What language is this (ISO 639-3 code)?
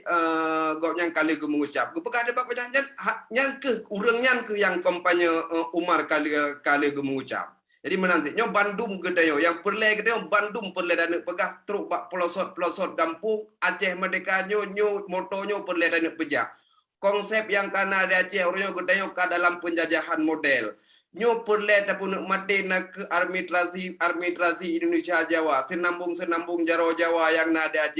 ace